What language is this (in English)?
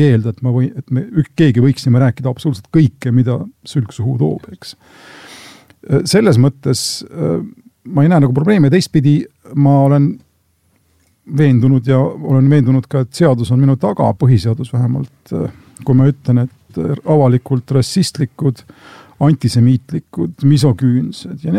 Estonian